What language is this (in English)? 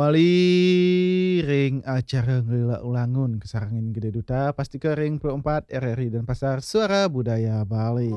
Balinese